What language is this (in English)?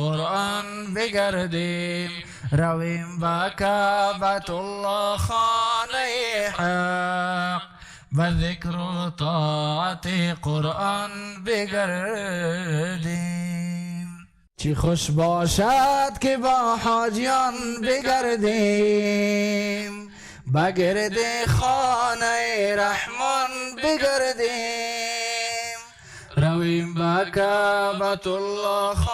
Persian